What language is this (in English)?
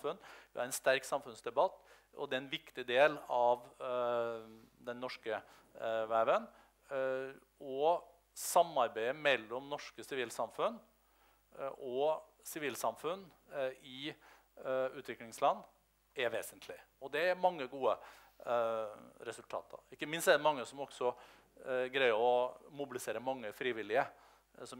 Norwegian